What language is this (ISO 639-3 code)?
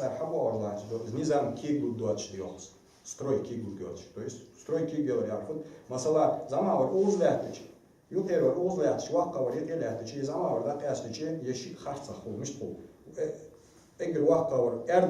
inh